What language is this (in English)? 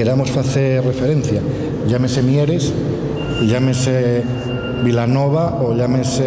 Asturian